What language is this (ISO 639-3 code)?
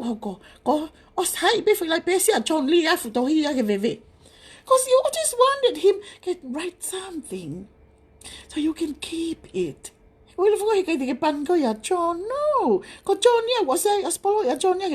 ton